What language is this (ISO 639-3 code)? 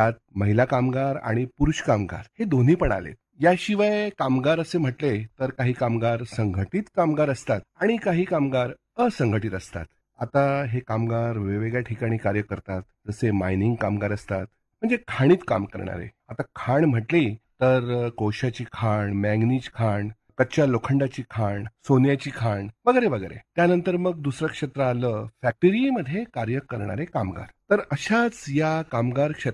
mar